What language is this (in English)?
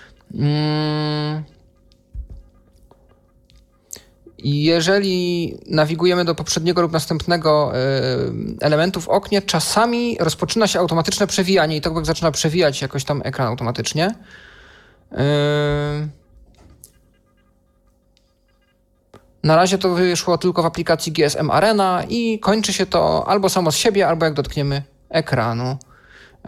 Polish